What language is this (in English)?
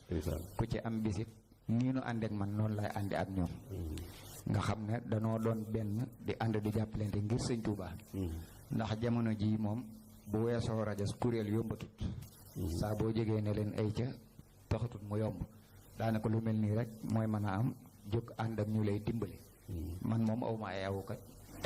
Wolof